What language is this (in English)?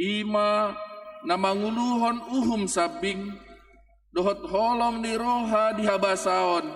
Batak Toba